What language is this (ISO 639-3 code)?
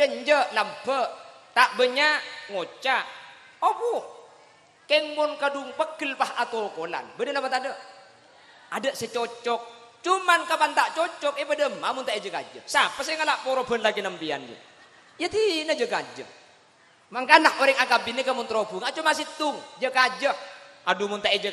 mad